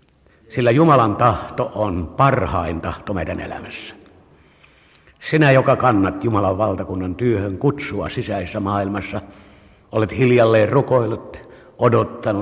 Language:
Finnish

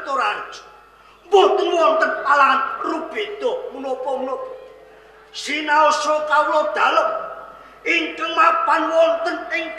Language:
Javanese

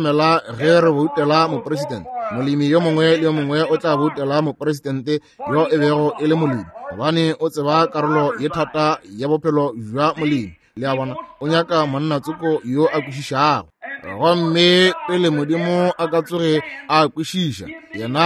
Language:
Northern Sotho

